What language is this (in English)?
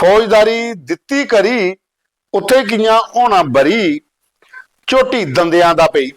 Dogri